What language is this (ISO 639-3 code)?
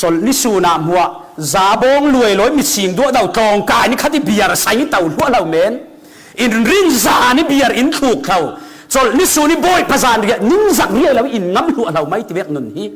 cfm